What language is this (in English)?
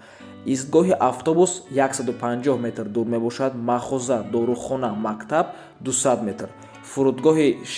Tajik